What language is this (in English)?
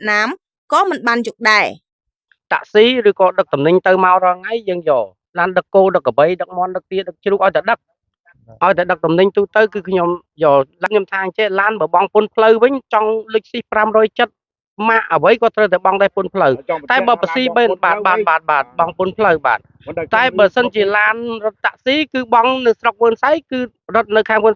Khmer